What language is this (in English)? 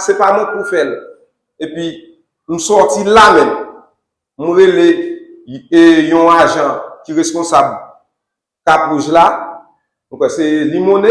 Haitian Creole